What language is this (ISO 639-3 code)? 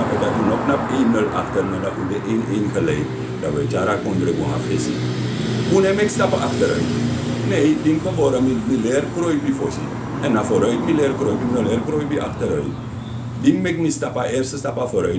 srn